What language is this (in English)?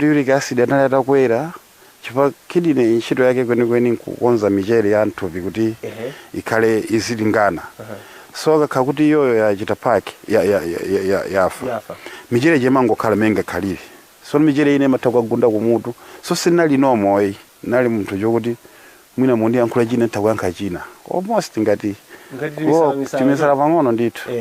Nyanja